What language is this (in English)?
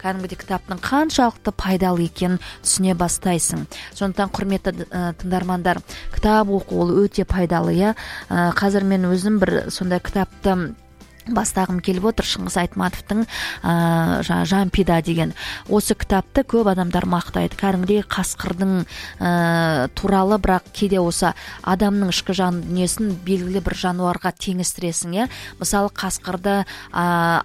Kazakh